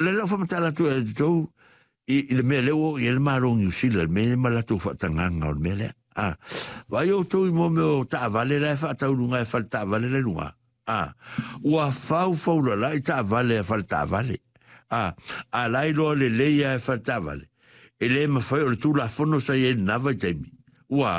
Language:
Samoan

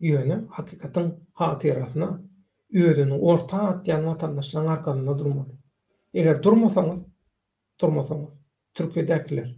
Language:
Turkmen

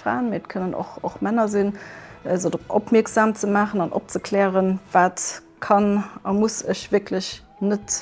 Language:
Luxembourgish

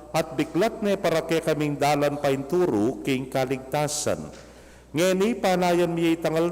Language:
Pampanga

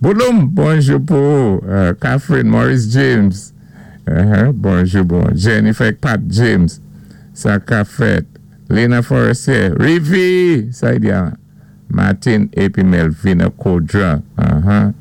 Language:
Saint Lucian Creole French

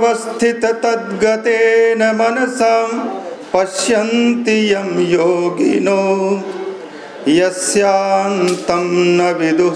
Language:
Sanskrit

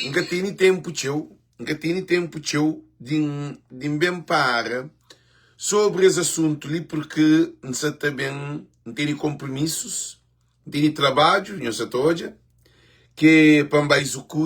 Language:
Kabuverdianu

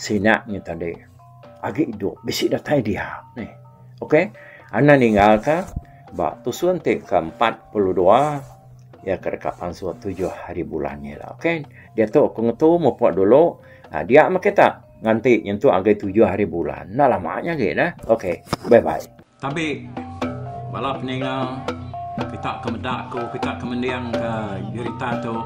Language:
Iban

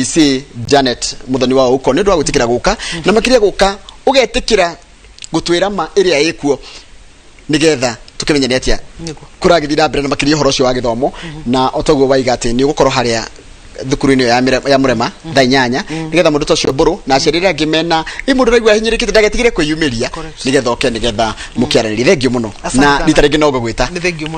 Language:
Kikuyu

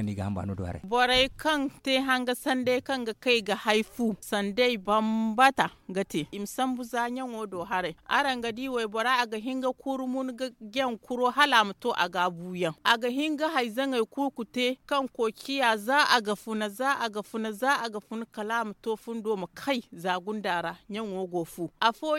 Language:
Zarma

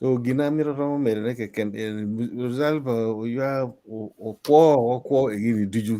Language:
Acoli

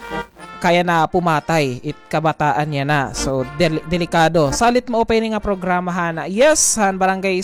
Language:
Waray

